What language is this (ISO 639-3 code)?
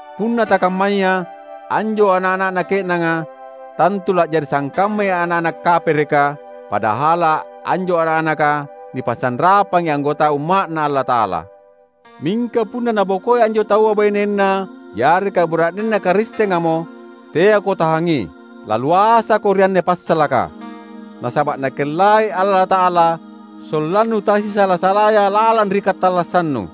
mak